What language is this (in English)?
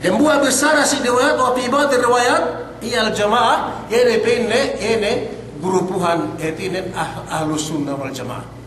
Yakan